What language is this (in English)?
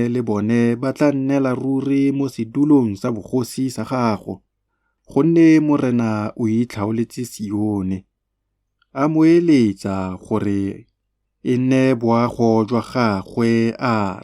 Tswana